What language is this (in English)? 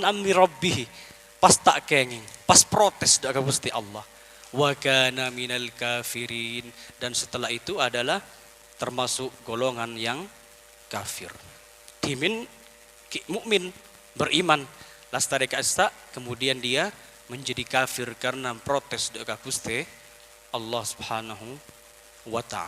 Madurese